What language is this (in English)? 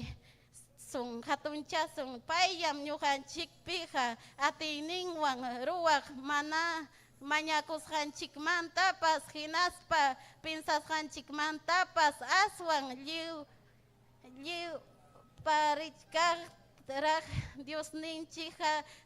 Ayacucho Quechua